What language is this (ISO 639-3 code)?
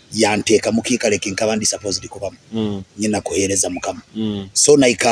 nyo